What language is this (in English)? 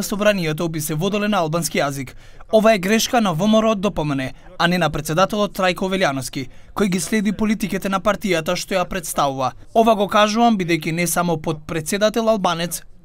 Macedonian